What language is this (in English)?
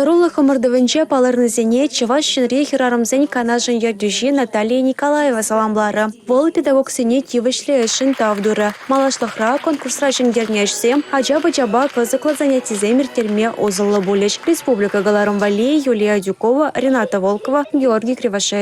Chuvash